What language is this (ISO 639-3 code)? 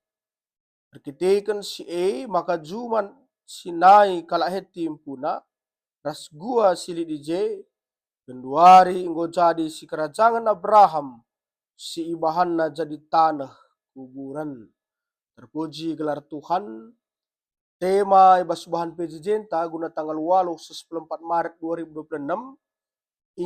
btx